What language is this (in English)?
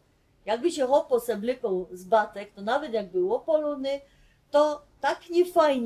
Silesian